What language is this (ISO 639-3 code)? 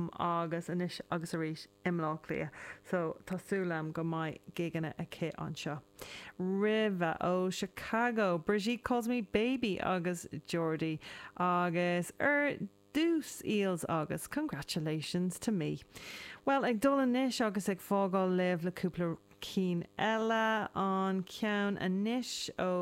gle